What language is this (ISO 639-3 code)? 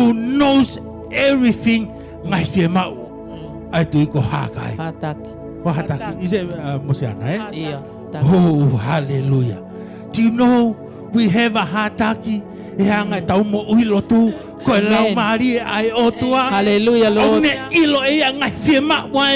ton